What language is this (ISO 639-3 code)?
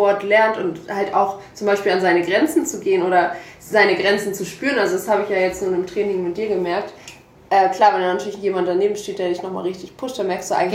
deu